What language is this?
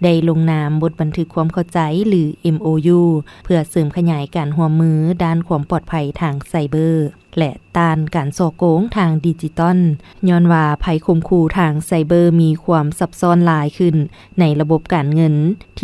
Lao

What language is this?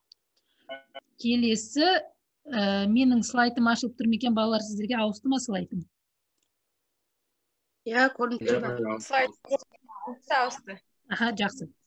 Kazakh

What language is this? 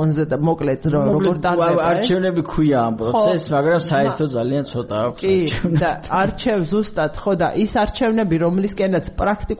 Georgian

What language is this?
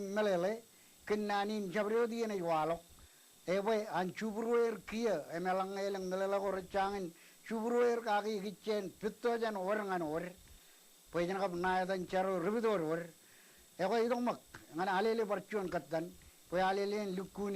Marshallese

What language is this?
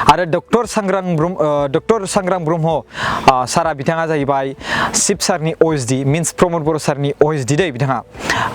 Bodo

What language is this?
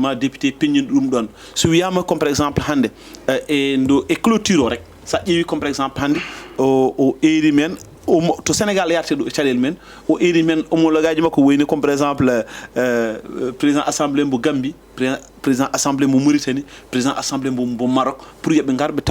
Fula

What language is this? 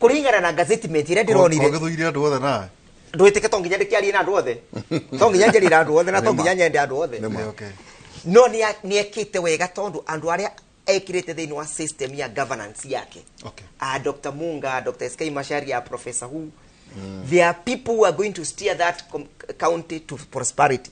Kikuyu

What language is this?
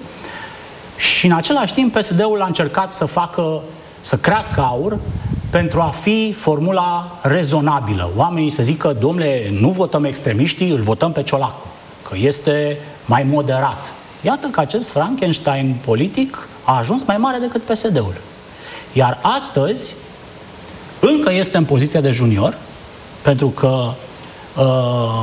Romanian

